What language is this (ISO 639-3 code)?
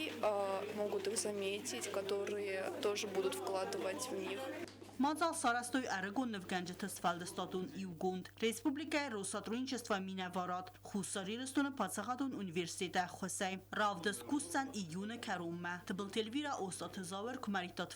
oss